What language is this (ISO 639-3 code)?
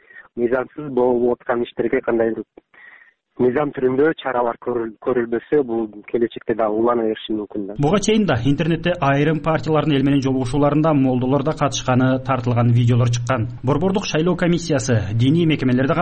kir